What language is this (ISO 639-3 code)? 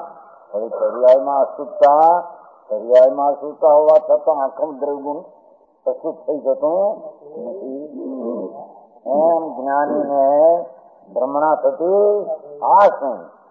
guj